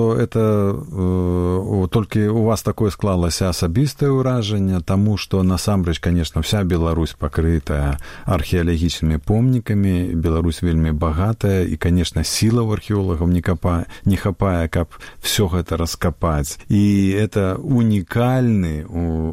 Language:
Belarusian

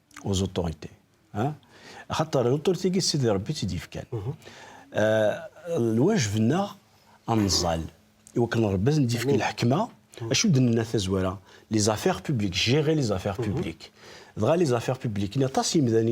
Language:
Kabyle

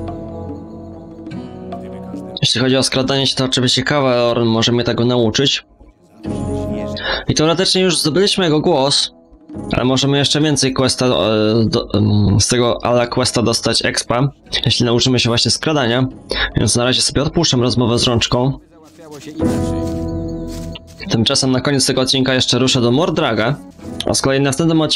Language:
Polish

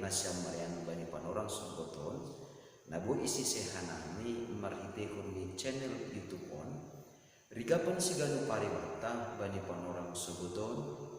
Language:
Batak Simalungun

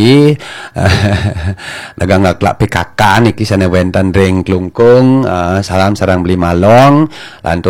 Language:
Balinese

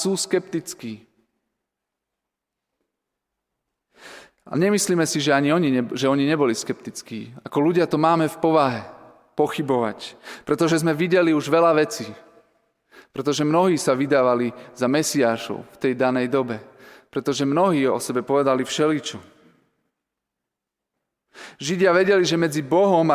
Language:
Slovak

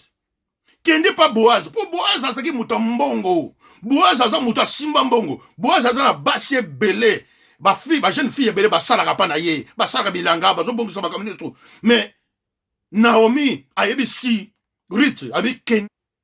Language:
Lingala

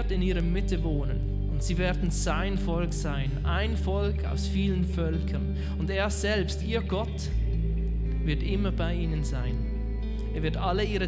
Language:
Swiss German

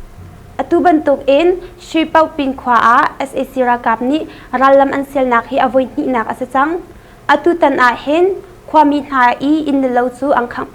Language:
Hakha Chin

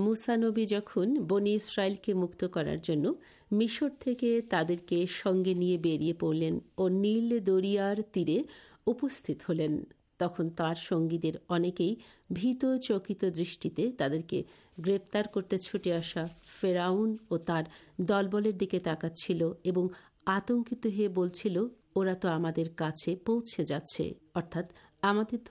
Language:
Bangla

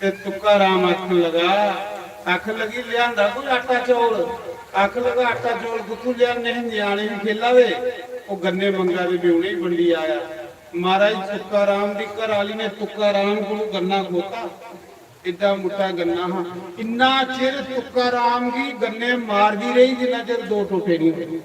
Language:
Dogri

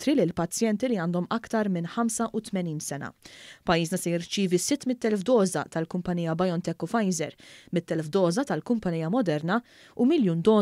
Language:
Maltese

